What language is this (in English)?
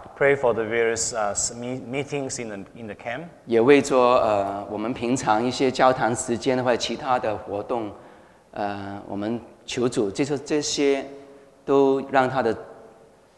Chinese